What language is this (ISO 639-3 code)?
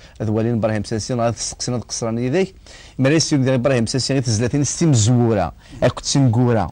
kab